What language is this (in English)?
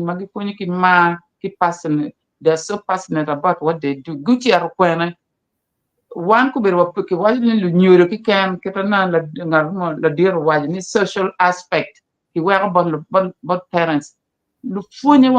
Acoli